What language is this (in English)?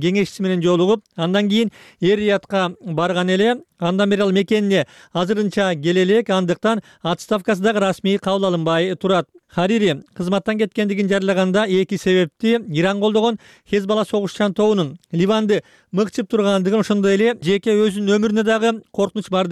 Kyrgyz